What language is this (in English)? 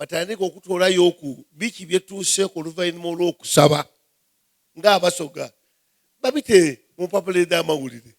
Soga